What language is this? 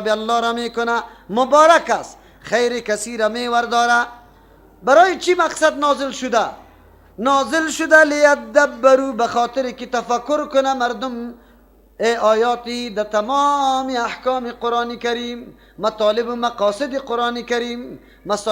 Persian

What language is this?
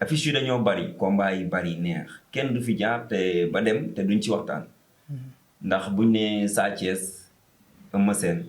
Wolof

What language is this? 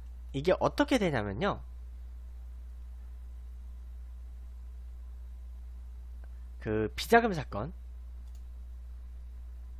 Korean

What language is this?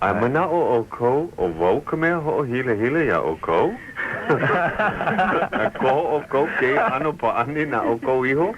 Hawaiian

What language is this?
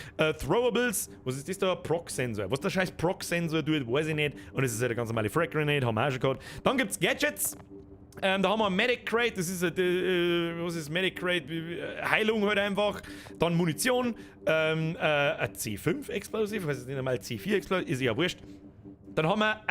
Bavarian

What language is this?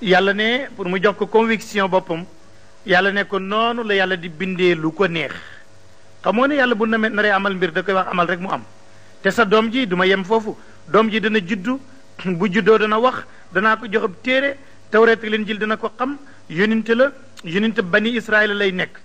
Wolof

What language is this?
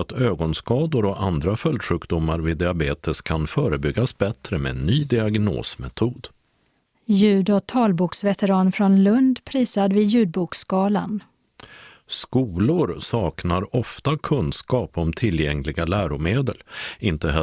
Swedish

